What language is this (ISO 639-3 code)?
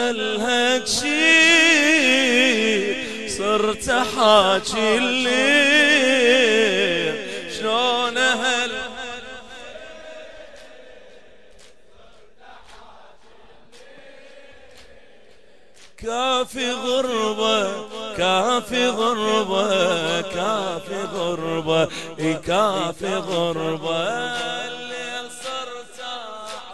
acm